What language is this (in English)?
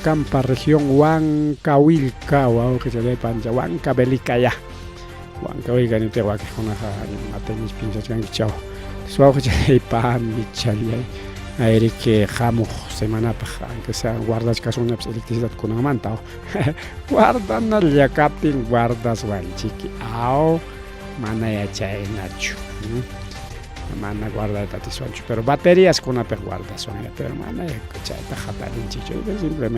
Ayacucho Quechua